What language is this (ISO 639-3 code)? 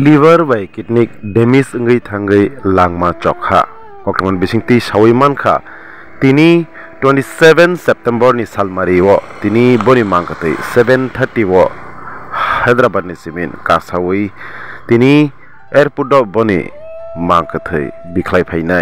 trp